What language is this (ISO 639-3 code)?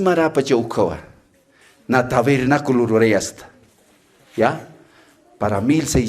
aym